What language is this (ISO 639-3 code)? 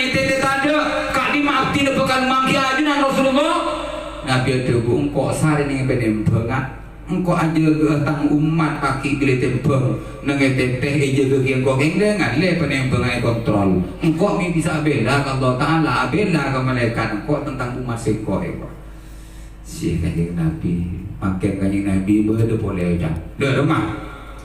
mad